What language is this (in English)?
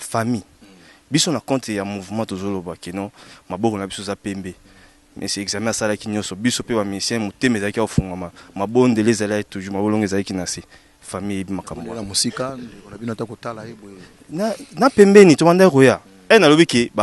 Lingala